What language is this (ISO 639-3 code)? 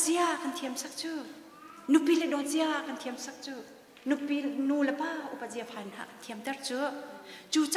cnh